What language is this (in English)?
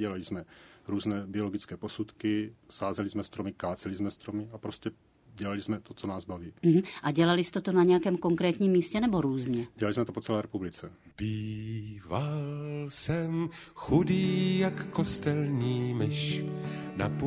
Czech